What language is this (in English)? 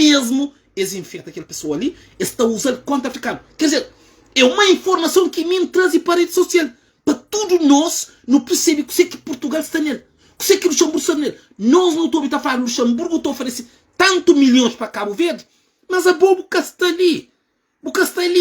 Kabuverdianu